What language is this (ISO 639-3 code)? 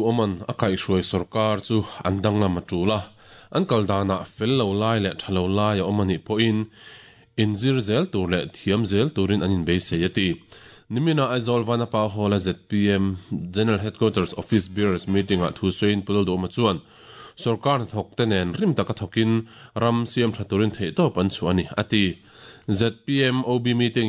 lus